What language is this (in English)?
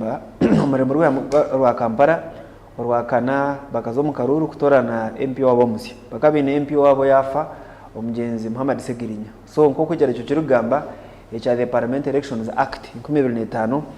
Nyankole